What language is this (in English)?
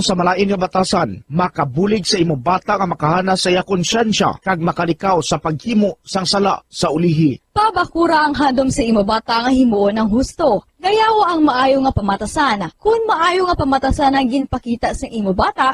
Hiligaynon